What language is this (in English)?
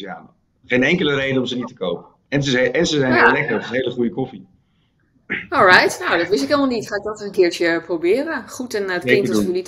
Dutch